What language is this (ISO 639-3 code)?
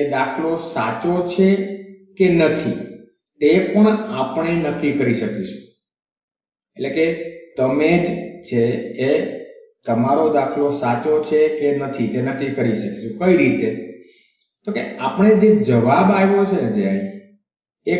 guj